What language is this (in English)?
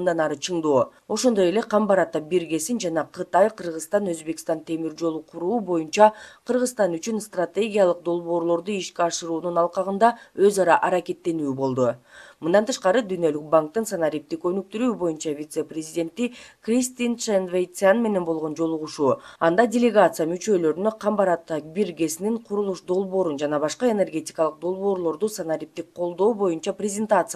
Kyrgyz